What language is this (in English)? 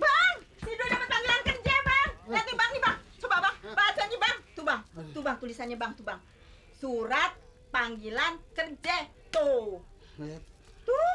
Betawi